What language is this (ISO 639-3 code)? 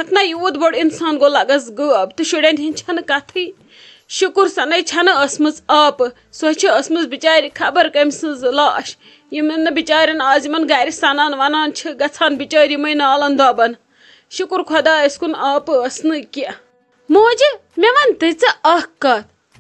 kas